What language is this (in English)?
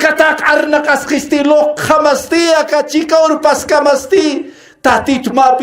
Aymara